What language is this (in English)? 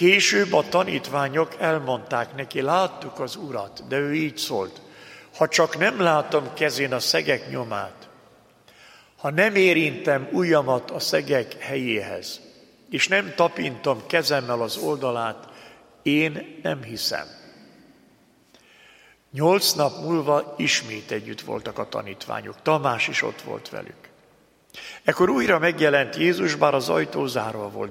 Hungarian